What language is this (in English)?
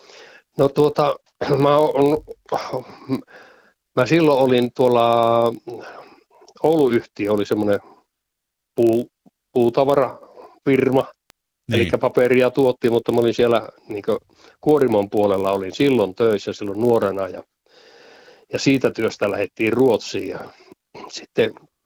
Finnish